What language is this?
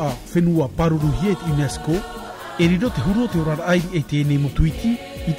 Tahitian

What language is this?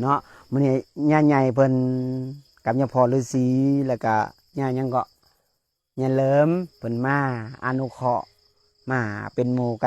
Lao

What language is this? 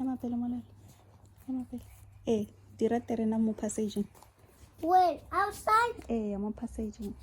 Tswana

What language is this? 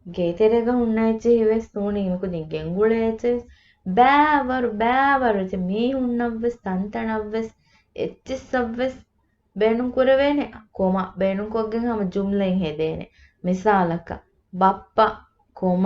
Divehi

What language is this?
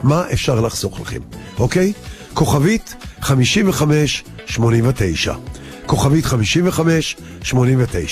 Hebrew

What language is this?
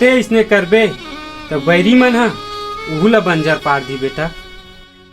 Chhattisgarhi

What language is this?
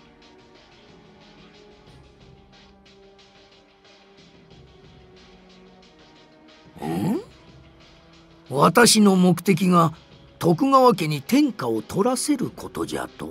Japanese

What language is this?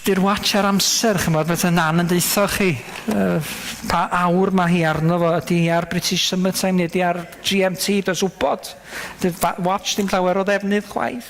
Welsh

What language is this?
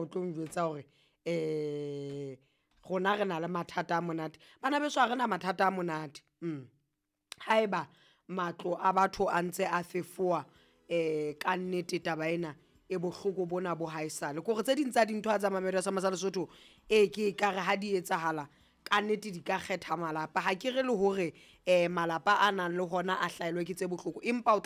Southern Sotho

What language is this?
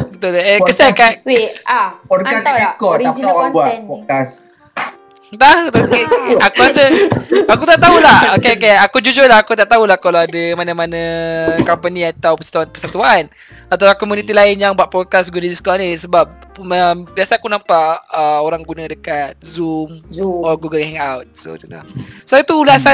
Malay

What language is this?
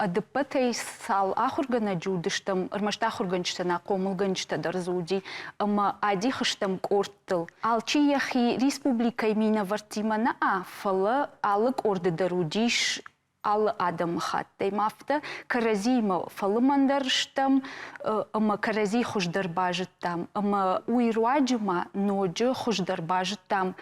Ossetic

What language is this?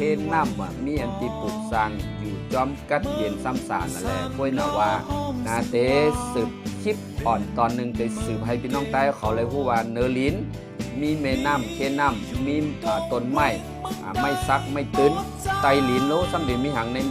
Shan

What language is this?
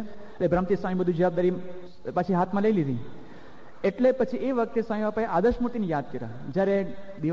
Gujarati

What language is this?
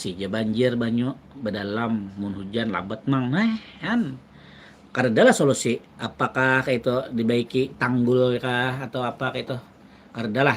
Banjar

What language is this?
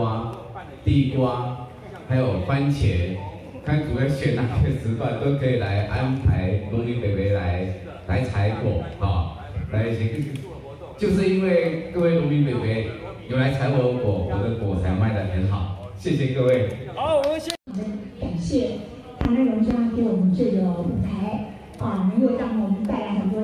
Chinese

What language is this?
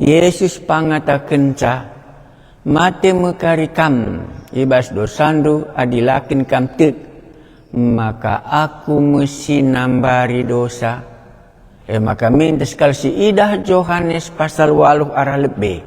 Batak Karo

